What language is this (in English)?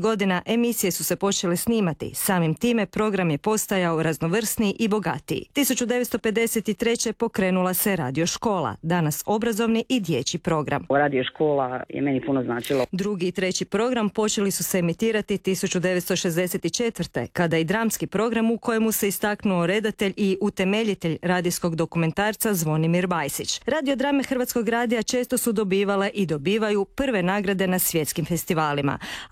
Croatian